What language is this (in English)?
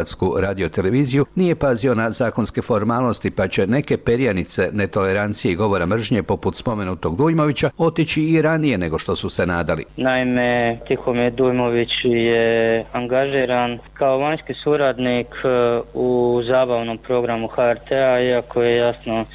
Croatian